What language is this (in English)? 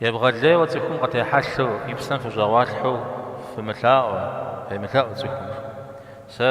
Kabardian